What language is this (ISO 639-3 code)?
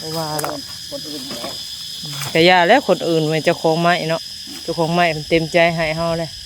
lao